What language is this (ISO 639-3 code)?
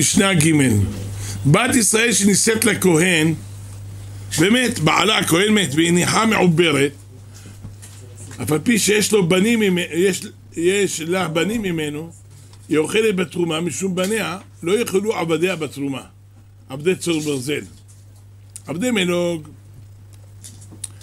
heb